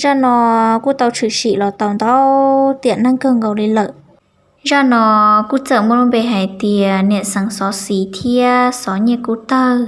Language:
Hmong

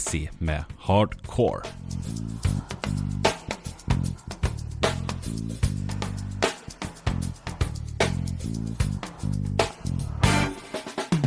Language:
Norwegian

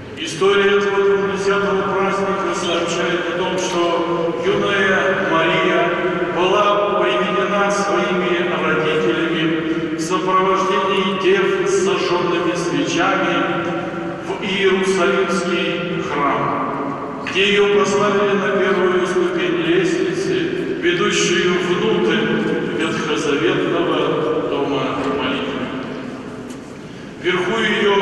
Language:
Russian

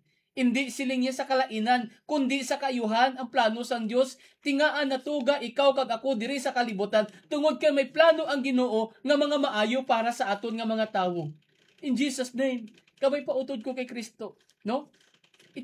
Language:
Hiligaynon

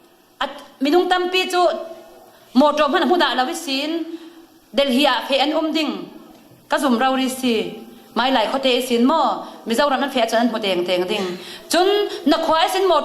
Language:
Falam Chin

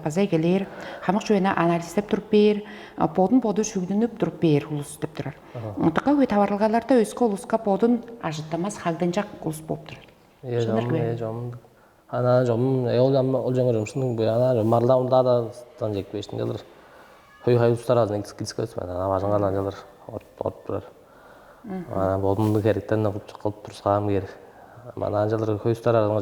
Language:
Tuvinian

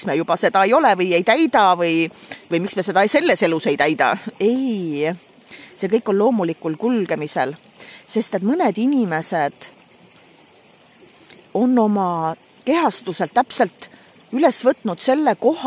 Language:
Estonian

